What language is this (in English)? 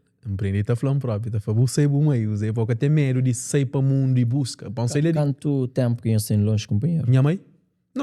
Kabuverdianu